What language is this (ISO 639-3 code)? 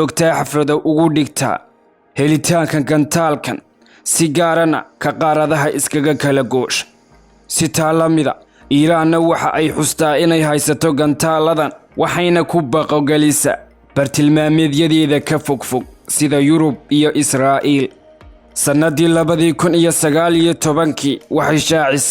som